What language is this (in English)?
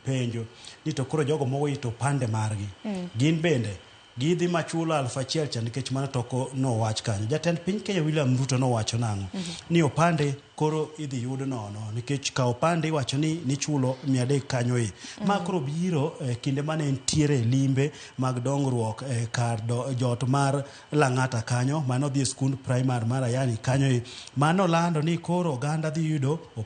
Luo (Kenya and Tanzania)